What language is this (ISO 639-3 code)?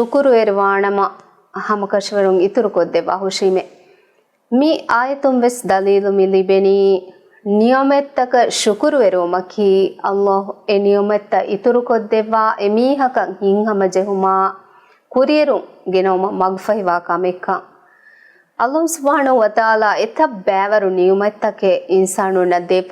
div